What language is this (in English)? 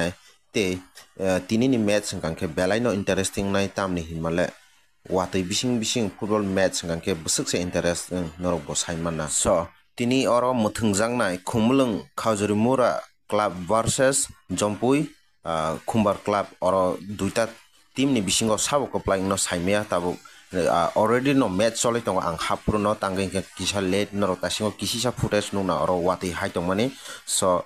Kok Borok